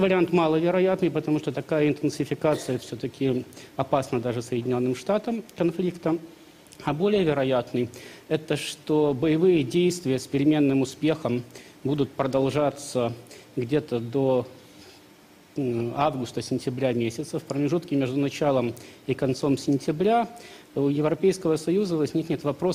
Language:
Russian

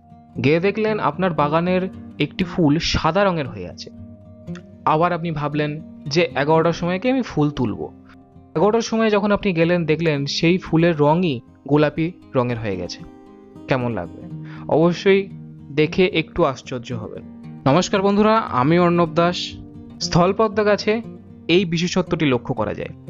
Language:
Bangla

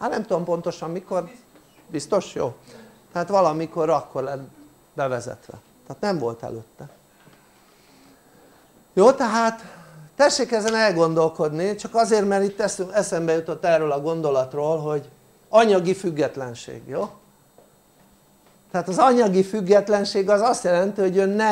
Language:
Hungarian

